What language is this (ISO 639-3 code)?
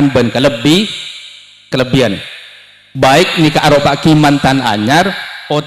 mad